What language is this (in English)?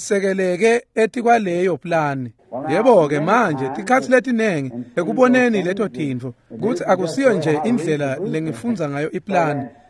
Swati